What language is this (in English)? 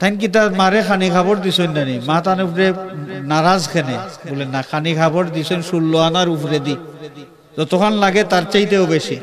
Sylheti